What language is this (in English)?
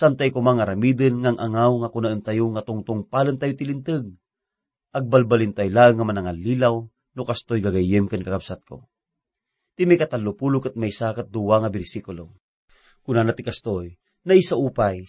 Iloko